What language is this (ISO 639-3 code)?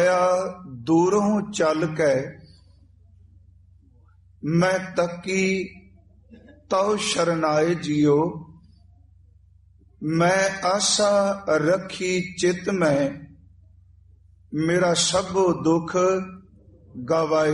pan